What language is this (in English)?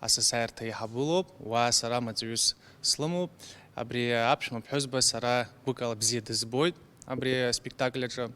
Abkhazian